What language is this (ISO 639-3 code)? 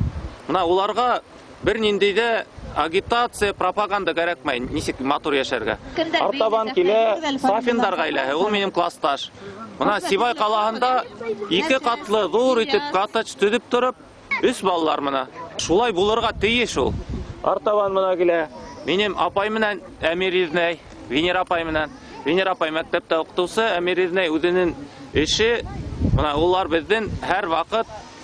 bak